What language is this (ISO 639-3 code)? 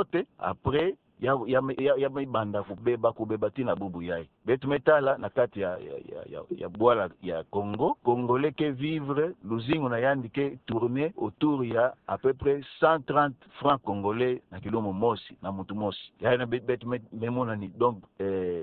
ktu